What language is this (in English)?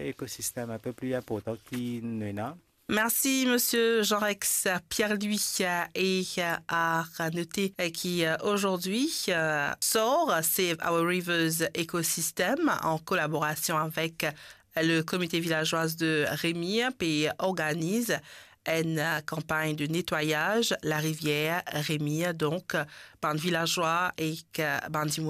Morisyen